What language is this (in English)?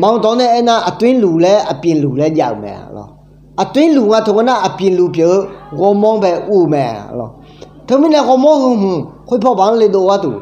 Akha